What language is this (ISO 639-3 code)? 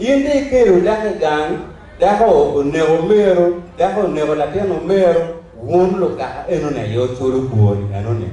ach